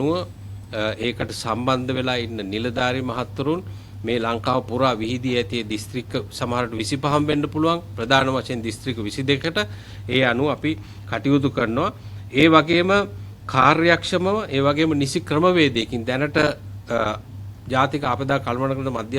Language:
Sinhala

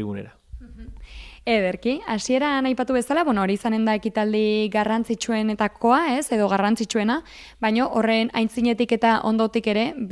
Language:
Basque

